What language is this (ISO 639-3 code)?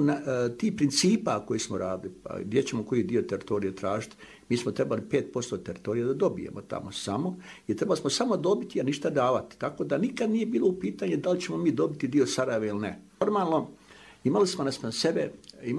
bos